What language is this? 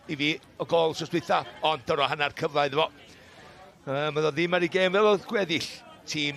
Welsh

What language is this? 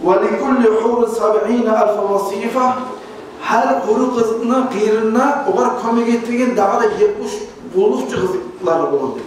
Kumyk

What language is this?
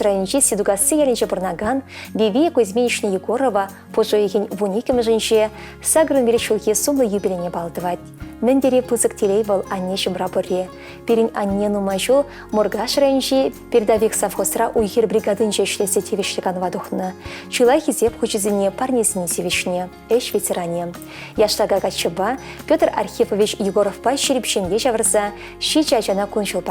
Chuvash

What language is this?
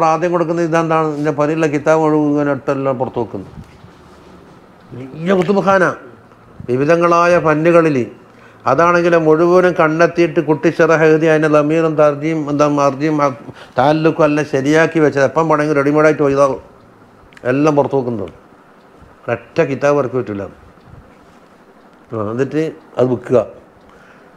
Malayalam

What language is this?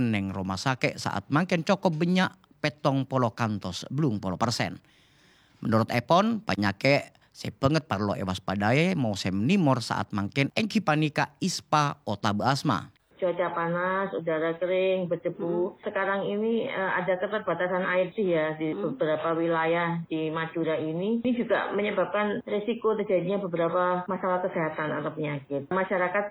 Madurese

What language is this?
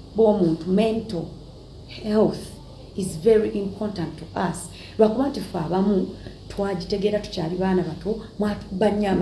Ganda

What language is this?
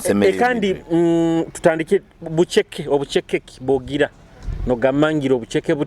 Nyoro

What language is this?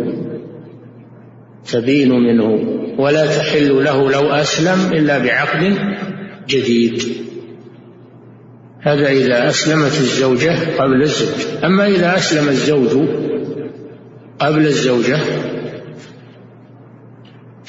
Arabic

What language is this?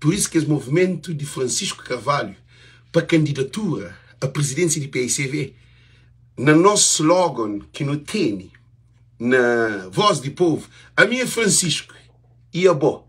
Kabuverdianu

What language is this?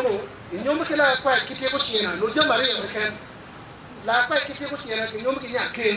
Acoli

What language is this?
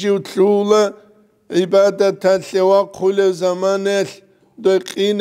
Avaric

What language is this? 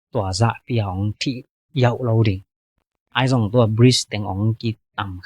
Tedim Chin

